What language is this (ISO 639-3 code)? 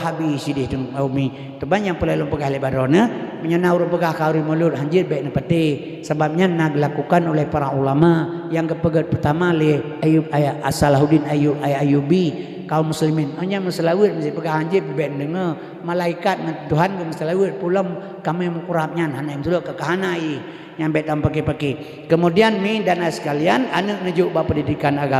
ace